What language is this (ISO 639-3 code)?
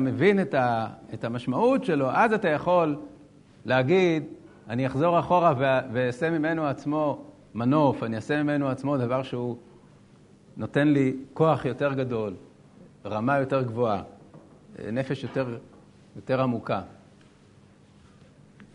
heb